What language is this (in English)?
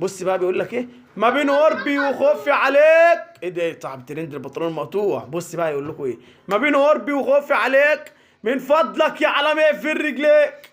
Egyptian Arabic